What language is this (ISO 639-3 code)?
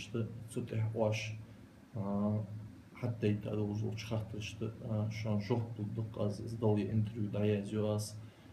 inh